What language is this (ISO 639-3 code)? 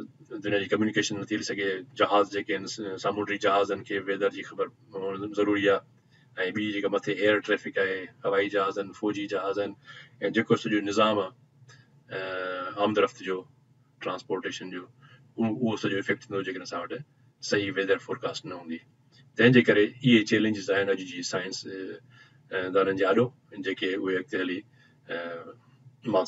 snd